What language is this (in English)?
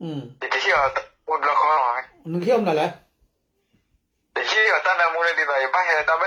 S'gaw Karen